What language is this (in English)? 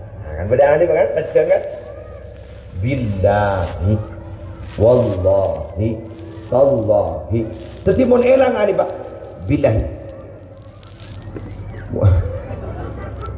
Madurese